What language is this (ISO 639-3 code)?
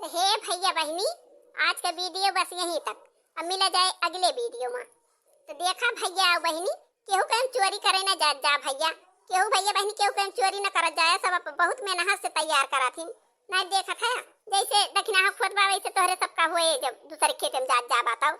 awa